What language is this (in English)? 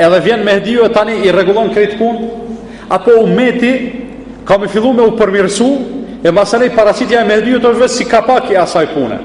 Albanian